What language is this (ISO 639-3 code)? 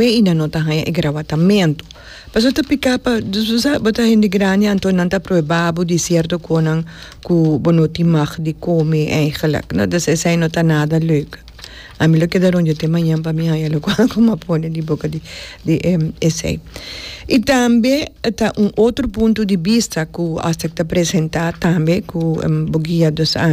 pap